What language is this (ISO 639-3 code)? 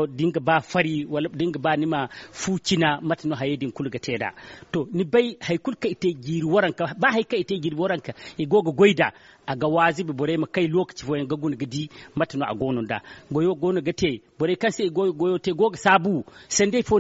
dje